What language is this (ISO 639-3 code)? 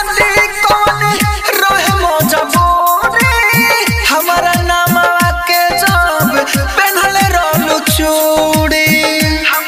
bho